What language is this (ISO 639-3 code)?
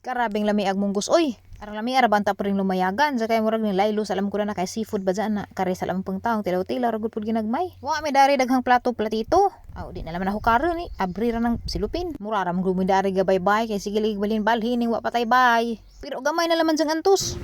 ceb